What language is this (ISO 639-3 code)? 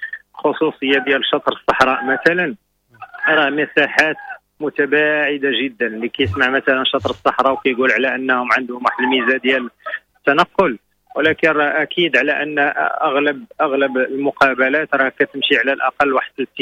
ary